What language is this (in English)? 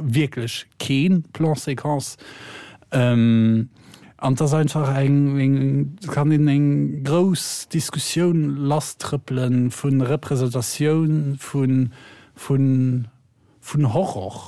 Luxembourgish